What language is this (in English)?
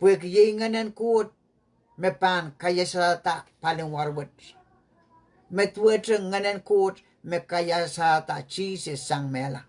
Pohnpeian